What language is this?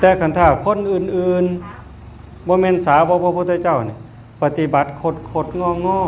Northeastern Thai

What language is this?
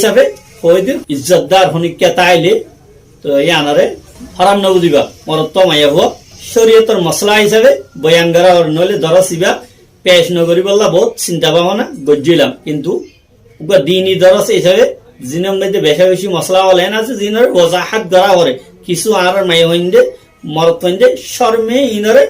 Rohingya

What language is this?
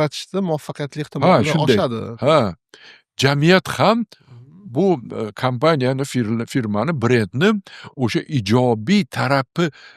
Uzbek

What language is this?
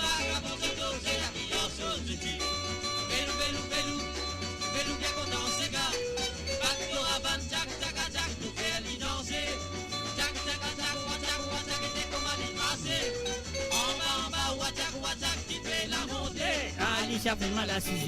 Morisyen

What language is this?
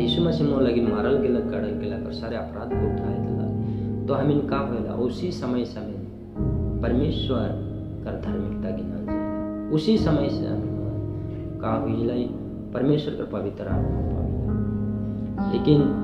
Sadri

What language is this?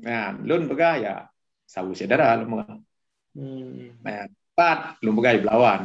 Achinese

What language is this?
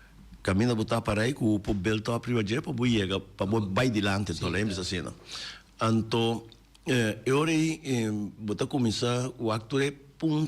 Papiamento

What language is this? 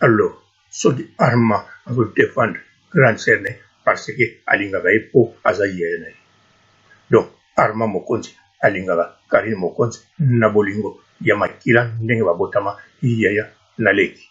Lingala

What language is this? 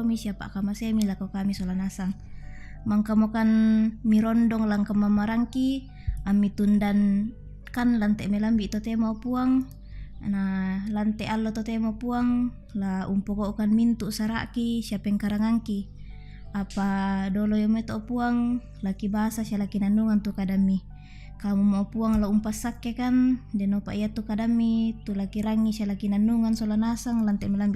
Toraja-Sa'dan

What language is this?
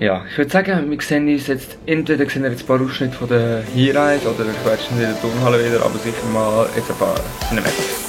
Swiss German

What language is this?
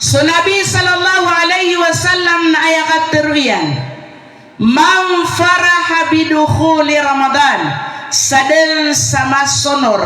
Maranao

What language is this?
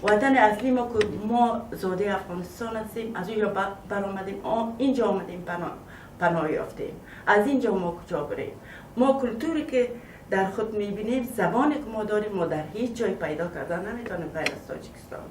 Tajik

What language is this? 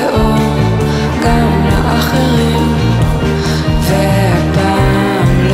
Hebrew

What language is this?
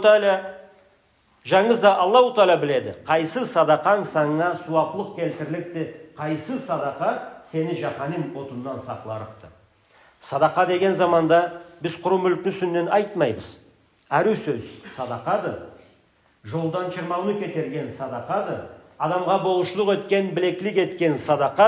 Karachay-Balkar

